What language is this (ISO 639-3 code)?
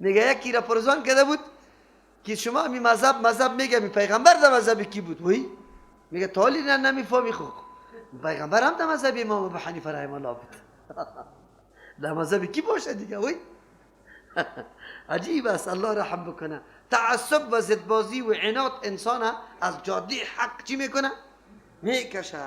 fas